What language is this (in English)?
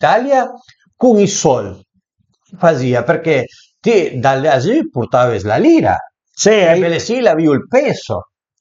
Piedmontese